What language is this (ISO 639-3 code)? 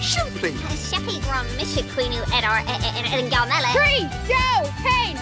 gle